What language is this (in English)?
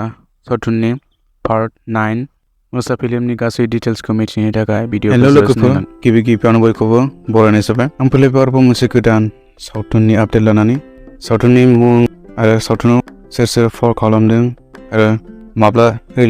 Bodo